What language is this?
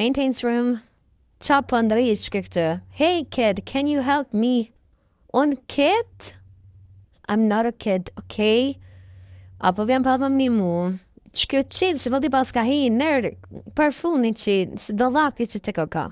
Albanian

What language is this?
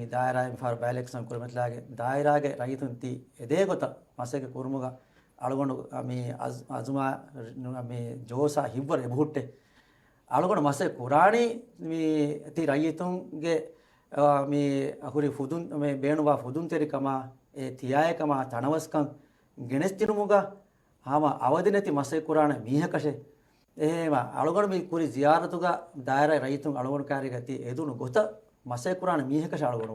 Divehi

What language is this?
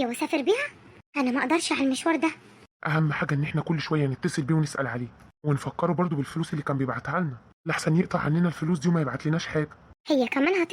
Egyptian Arabic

